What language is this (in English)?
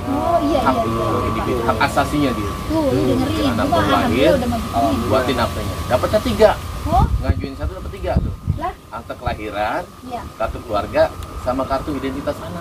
Betawi